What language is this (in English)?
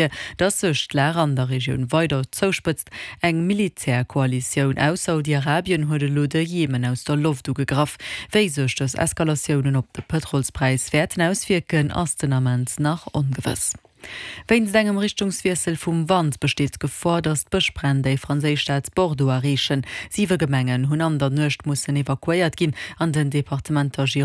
Luxembourgish